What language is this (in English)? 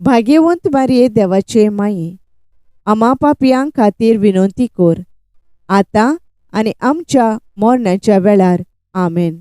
Konkani